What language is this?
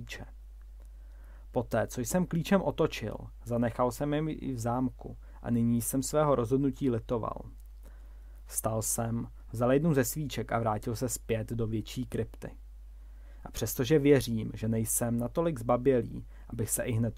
Czech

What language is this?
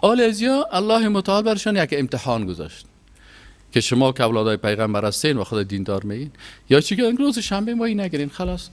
Persian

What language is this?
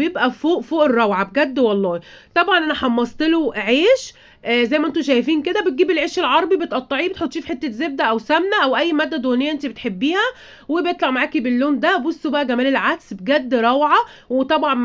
Egyptian Arabic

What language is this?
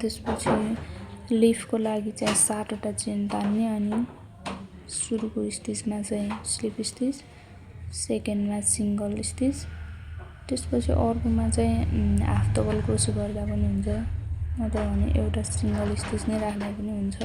Nepali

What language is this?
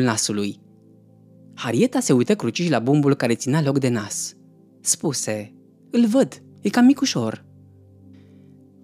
Romanian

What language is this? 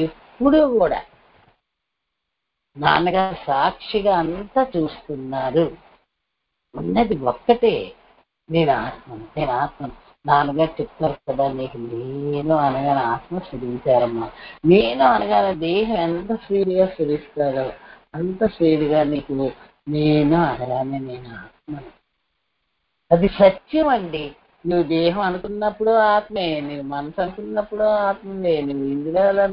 Telugu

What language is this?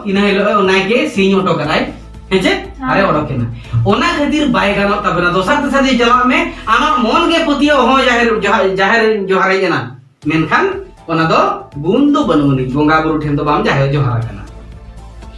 Santali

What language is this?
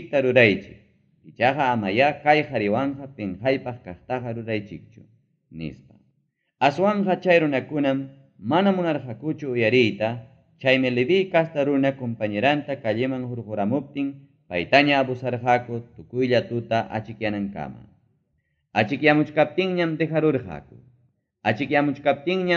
Ayacucho Quechua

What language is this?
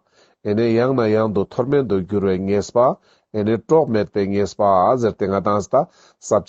Ladakhi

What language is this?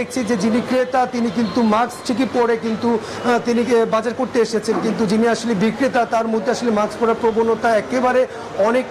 Bangla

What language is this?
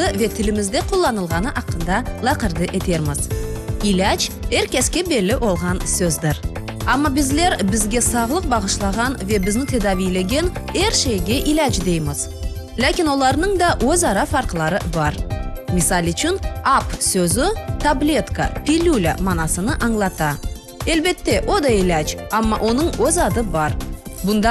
Crimean Tatar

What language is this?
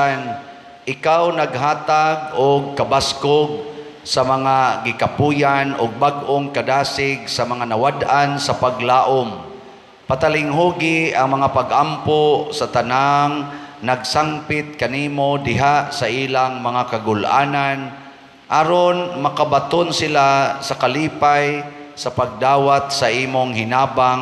Cebuano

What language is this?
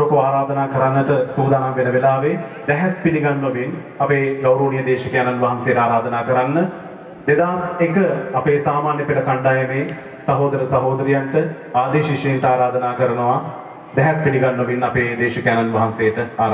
Sinhala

